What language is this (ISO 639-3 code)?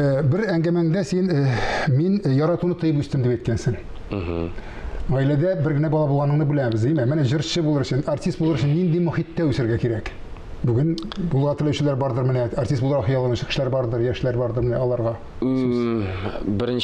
tat